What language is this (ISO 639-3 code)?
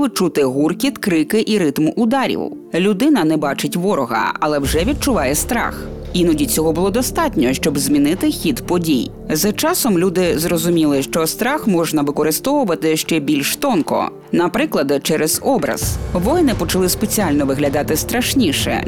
ukr